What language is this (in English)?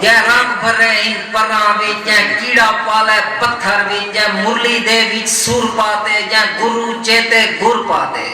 Saraiki